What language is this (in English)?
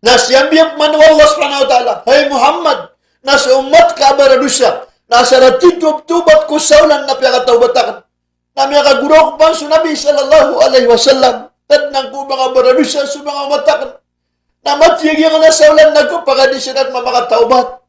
Maranao